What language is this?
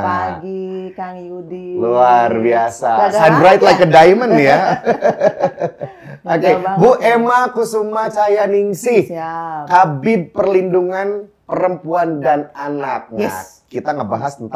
Indonesian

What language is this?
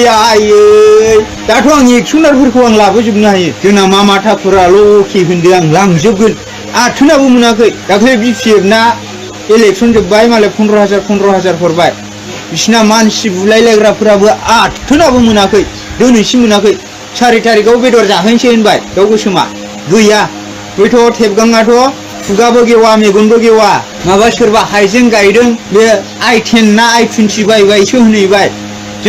Bodo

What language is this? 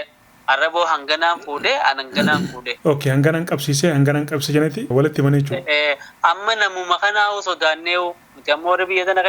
Oromo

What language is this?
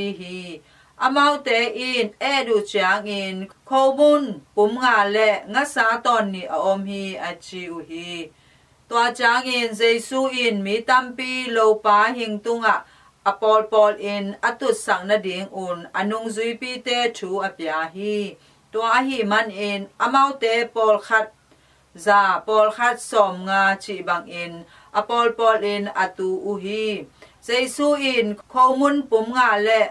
Tedim Chin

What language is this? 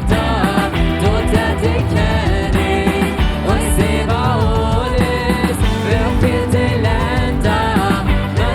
Plautdietsch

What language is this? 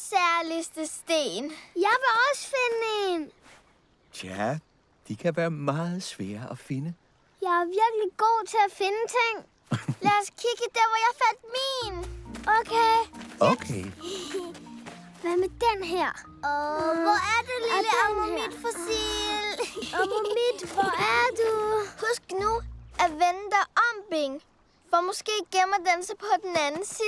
Danish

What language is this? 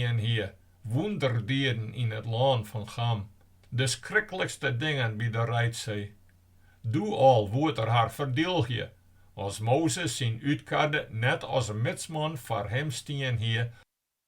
Western Frisian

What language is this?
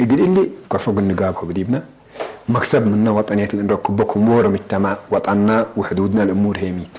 Tigre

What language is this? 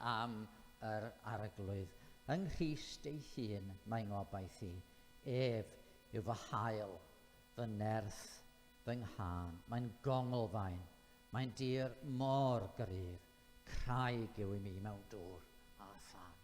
Welsh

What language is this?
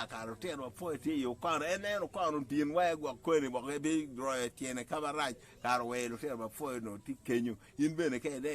Acoli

